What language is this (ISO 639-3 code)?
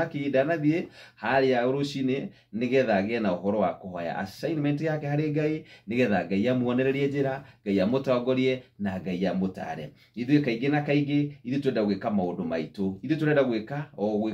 kik